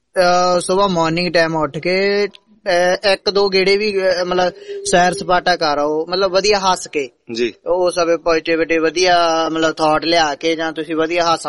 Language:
Punjabi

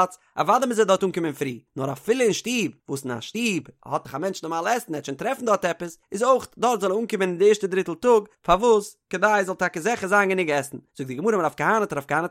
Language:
Yiddish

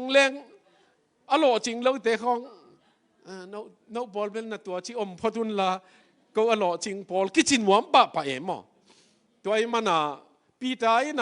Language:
Tedim Chin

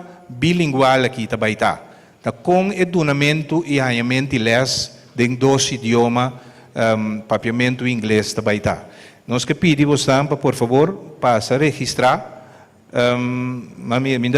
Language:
Papiamento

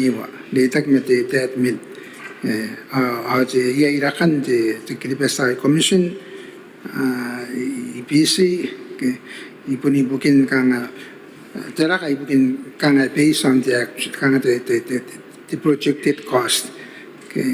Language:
Gilbertese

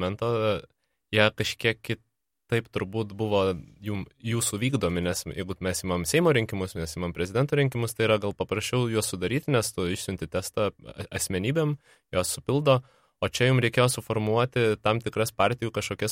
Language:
Lithuanian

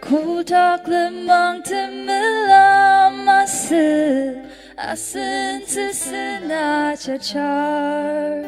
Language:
Ao Naga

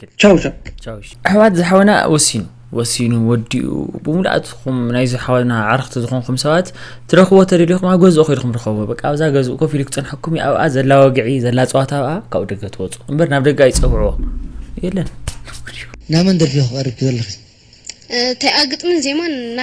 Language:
Tigrinya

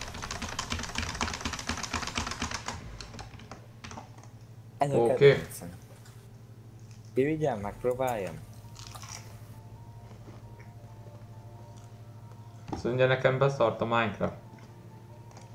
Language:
Hungarian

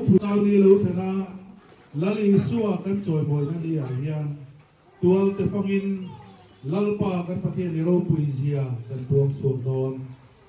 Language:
Mizo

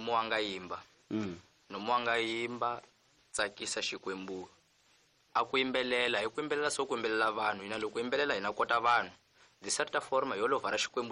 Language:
Tsonga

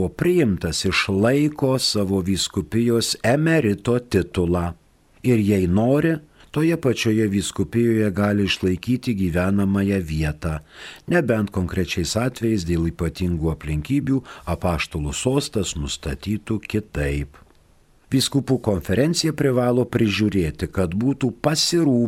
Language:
Lithuanian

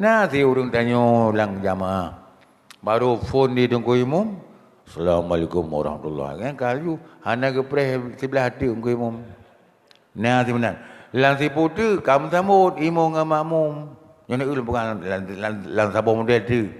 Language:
Achinese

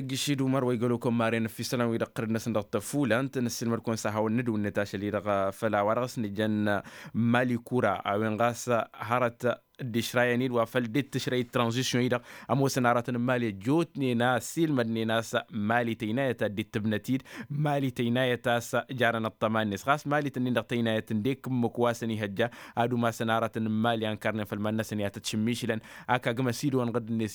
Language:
Tamasheq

